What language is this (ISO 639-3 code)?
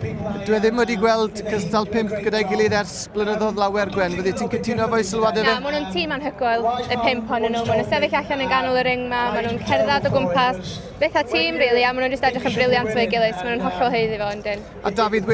cym